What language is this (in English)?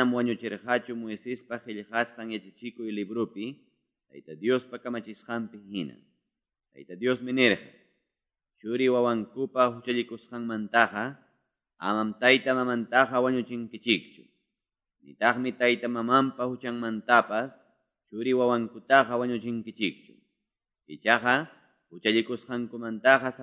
Quechua